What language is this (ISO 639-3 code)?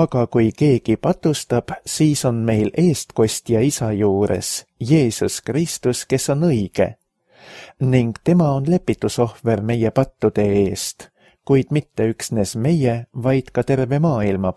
est